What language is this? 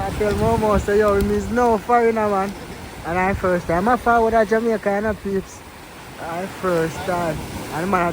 Jamaican Creole English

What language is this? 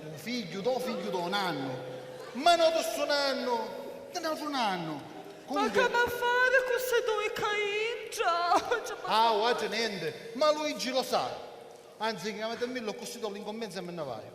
Sicilian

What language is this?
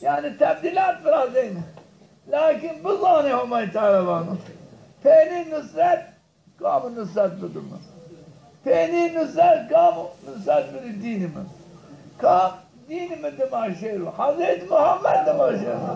Zaza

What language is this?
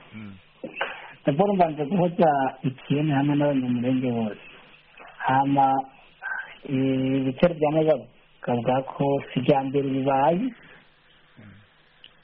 Kinyarwanda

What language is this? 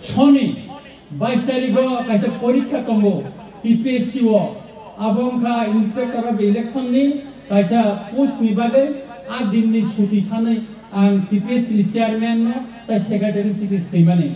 Kok Borok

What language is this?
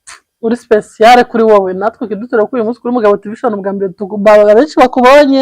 Kinyarwanda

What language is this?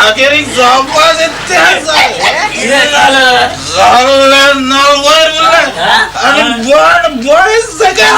Konkani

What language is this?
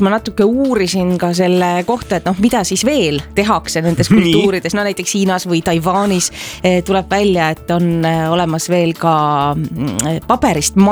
Estonian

